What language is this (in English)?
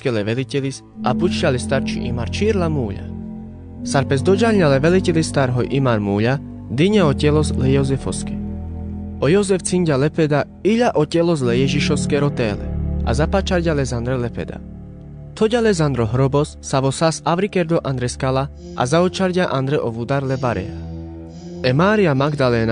Carpathian Romani